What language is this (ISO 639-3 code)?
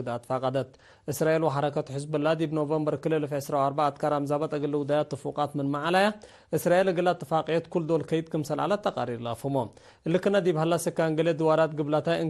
tig